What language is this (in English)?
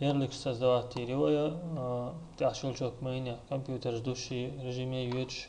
Chechen